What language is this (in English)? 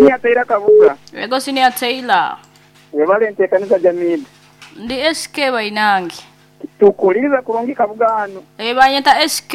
Nyankole